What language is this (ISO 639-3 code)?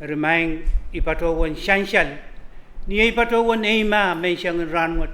pon